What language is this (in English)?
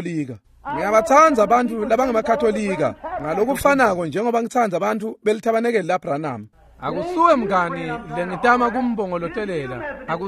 Swati